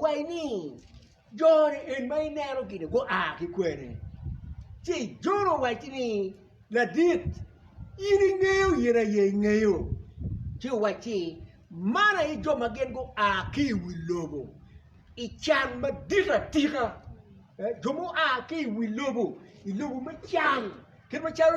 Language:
Acoli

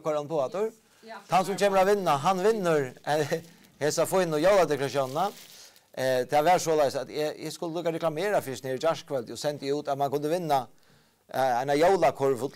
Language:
Faroese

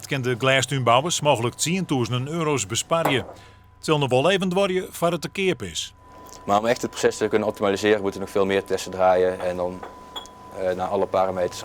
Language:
Western Frisian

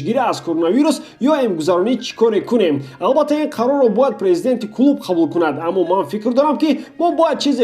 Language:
Tajik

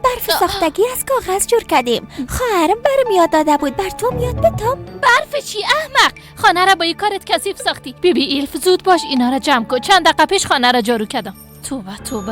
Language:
Persian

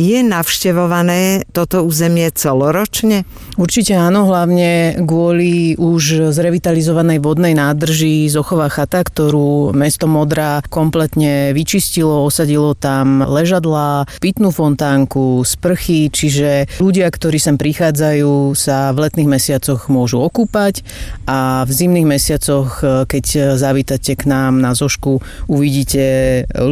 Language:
Slovak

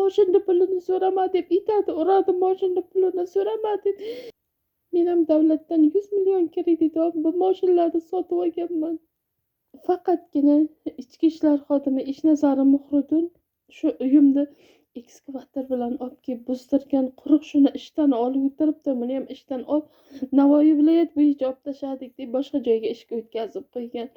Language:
Uzbek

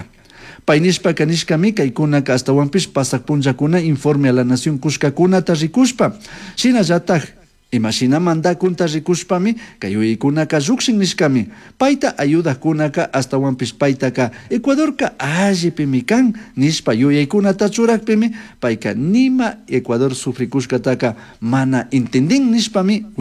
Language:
Chimborazo Highland Quichua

